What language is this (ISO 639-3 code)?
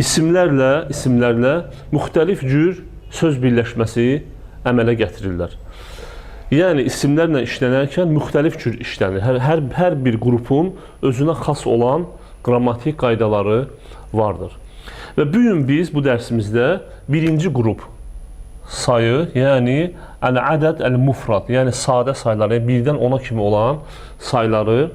aze